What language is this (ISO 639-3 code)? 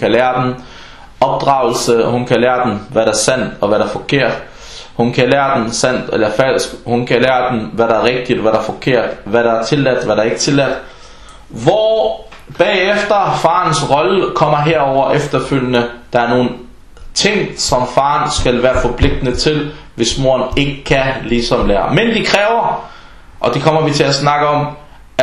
dan